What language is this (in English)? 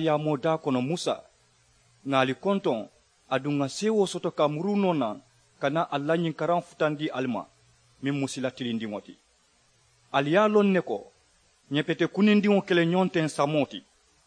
Mandingo